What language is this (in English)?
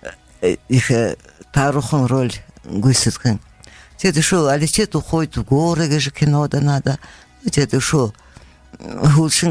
Buriat